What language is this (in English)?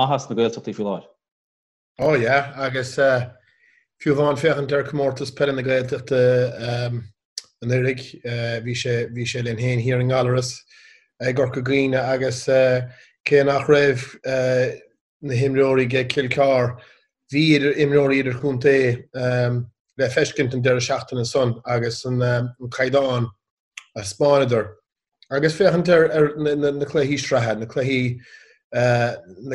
Irish